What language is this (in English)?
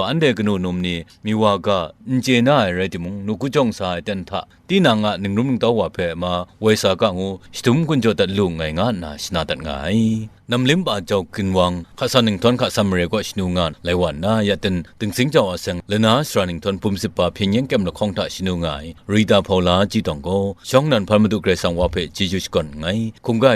Kachin